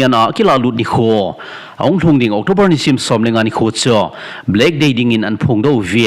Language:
Thado Chin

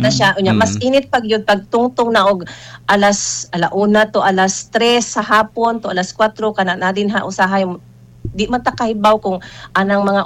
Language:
Cebuano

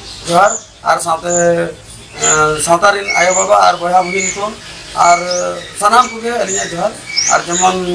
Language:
Santali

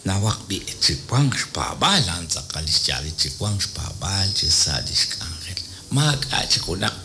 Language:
Kekchí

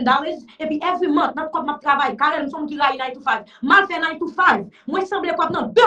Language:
Haitian Creole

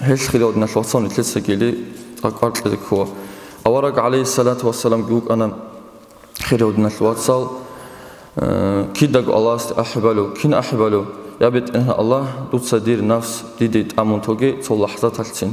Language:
Avaric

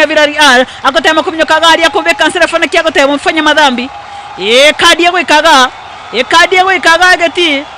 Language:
Gusii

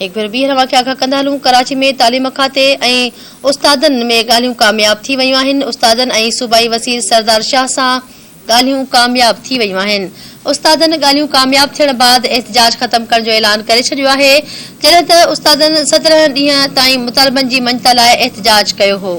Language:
Sindhi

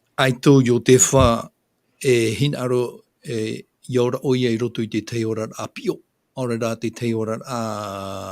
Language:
Tahitian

